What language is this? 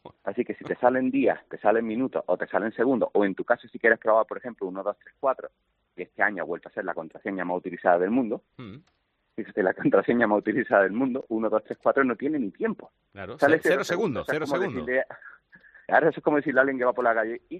Spanish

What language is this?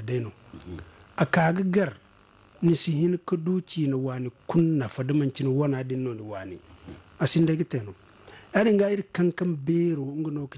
Zarma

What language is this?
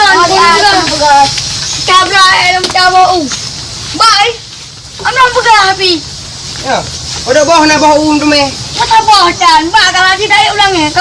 Achinese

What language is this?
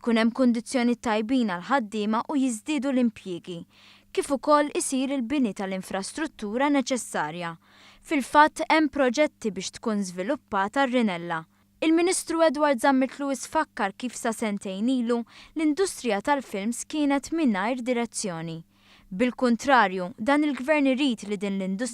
Maltese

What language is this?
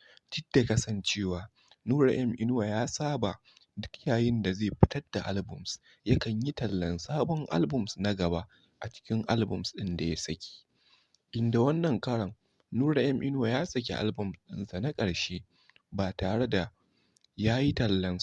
Hausa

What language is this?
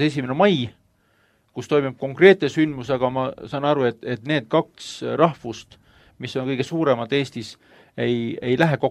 Estonian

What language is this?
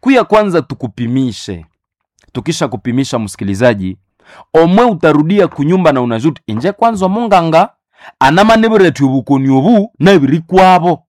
Nande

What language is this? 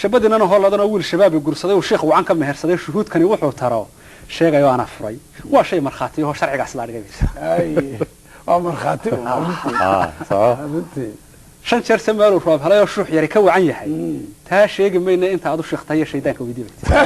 Somali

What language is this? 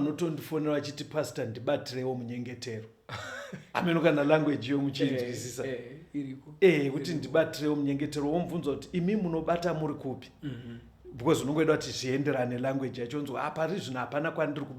Shona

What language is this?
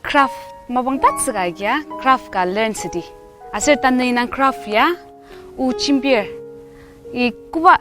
Ao Naga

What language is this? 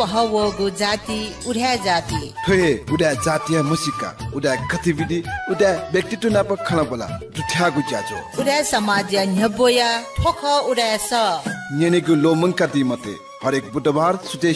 Newari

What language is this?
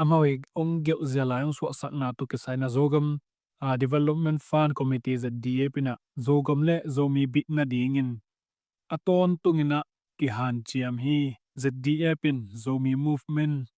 Tedim Chin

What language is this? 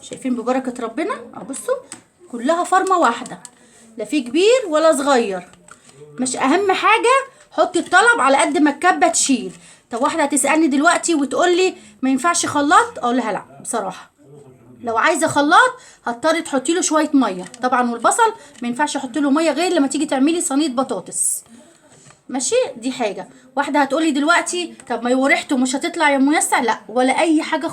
Egyptian Arabic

